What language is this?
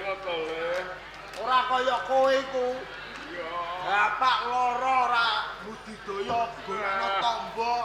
Javanese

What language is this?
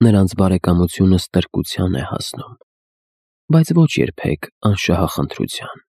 Armenian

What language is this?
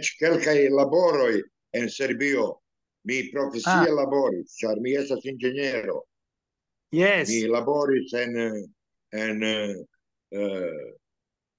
Esperanto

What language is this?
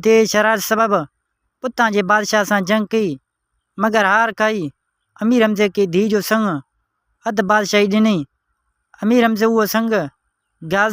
Sindhi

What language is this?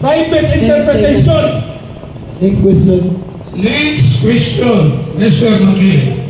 Cebuano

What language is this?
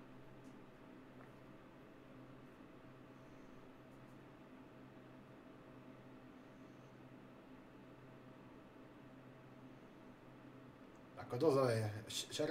Slovak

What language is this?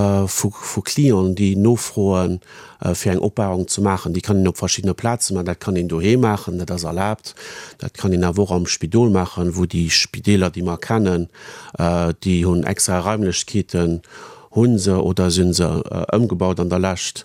Luxembourgish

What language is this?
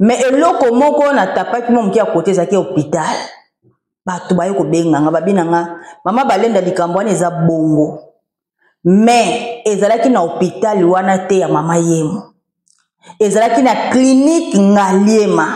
Lingala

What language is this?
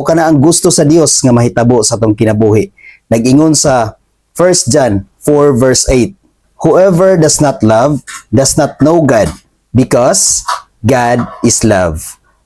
Cebuano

